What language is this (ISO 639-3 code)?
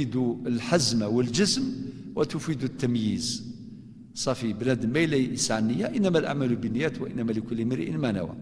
kab